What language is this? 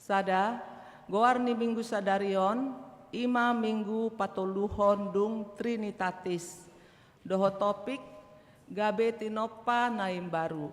Batak Toba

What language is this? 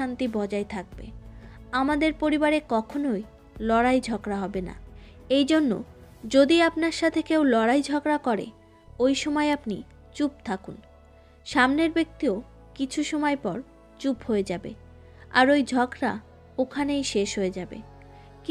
Bangla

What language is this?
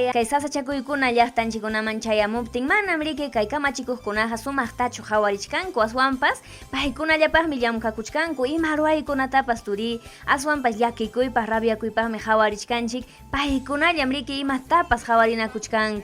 Ayacucho Quechua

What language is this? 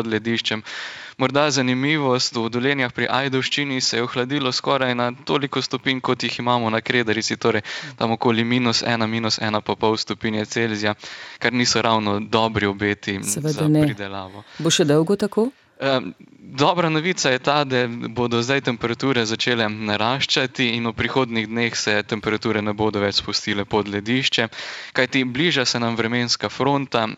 Slovenian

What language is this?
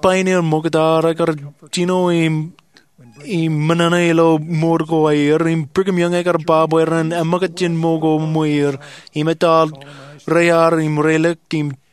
Marshallese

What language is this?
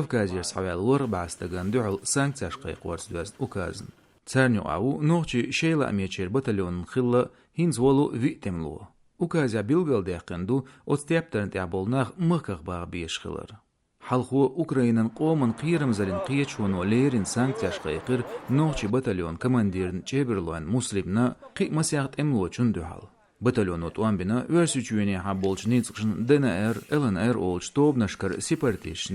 Chechen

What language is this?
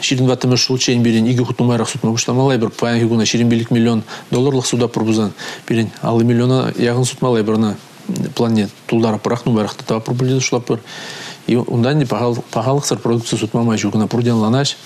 Chuvash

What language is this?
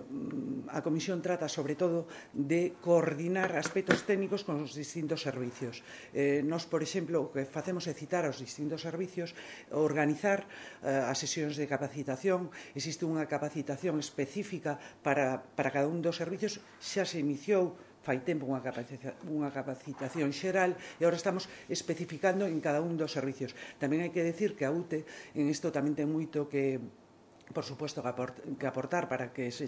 Galician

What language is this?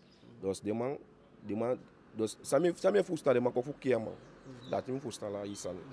Eastern Maroon Creole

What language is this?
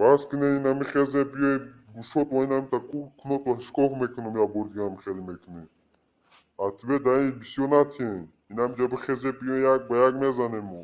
Tajik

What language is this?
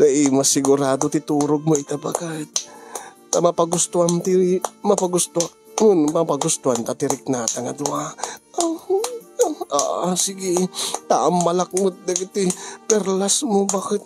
Iloko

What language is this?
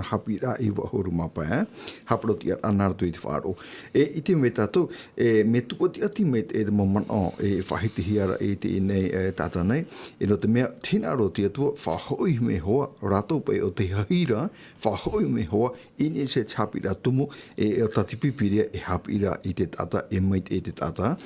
Tahitian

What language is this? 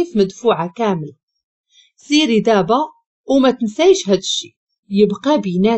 Moroccan Arabic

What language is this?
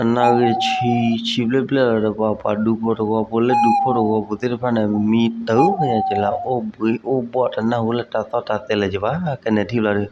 S'gaw Karen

